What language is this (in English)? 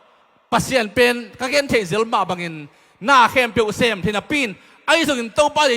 Tedim Chin